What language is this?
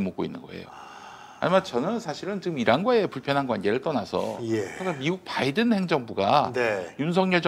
Korean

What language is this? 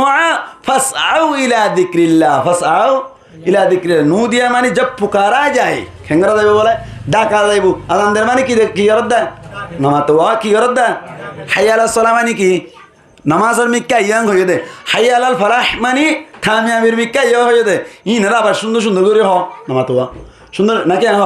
Rohingya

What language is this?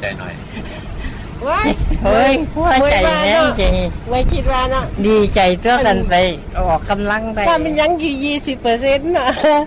Thai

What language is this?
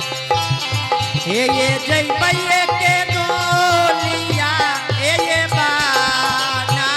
Angika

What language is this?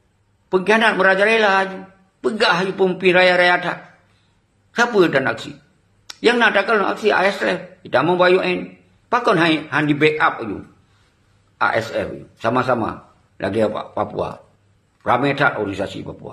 Achinese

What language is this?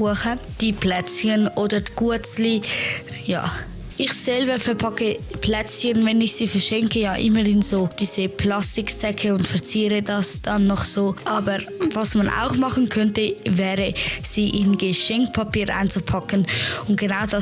Swiss German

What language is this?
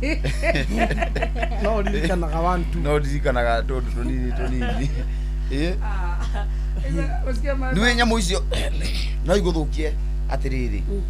Kikuyu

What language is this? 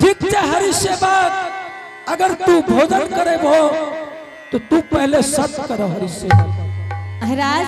Angika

